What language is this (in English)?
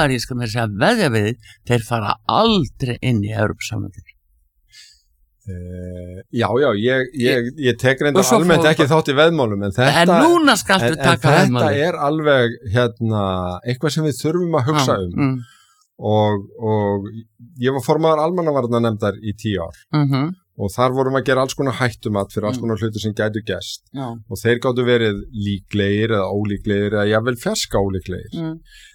Icelandic